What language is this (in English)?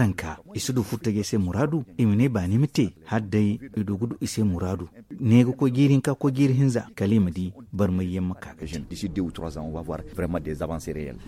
Zarma